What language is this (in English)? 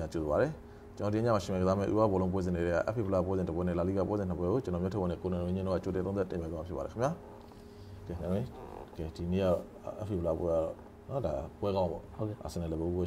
Burmese